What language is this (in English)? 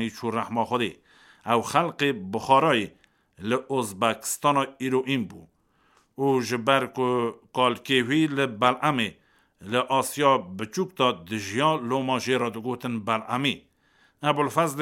Kurdish